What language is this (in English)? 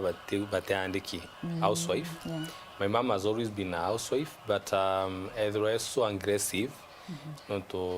Meru